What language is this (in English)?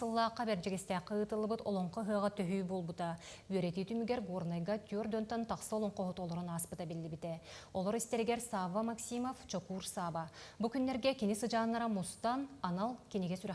Yakut